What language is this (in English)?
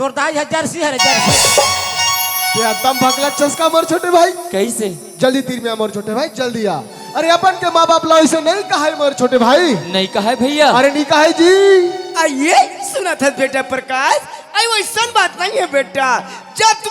Chhattisgarhi